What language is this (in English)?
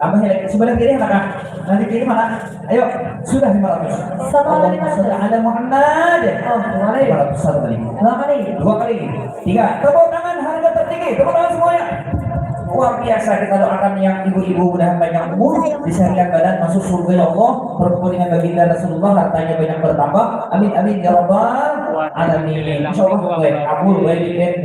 Banjar